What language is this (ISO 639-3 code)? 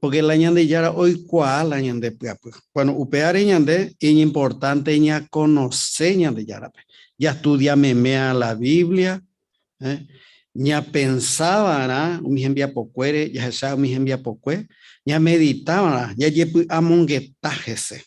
grn